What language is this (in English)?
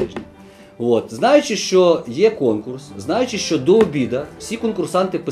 Ukrainian